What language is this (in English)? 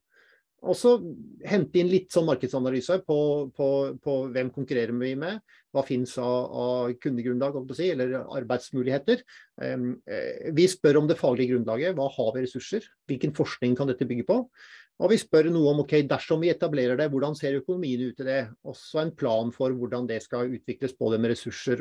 Norwegian